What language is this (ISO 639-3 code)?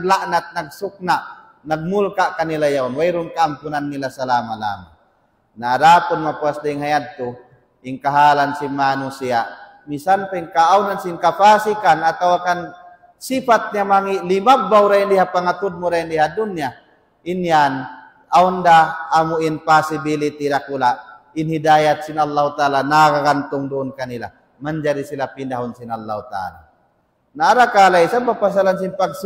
tsg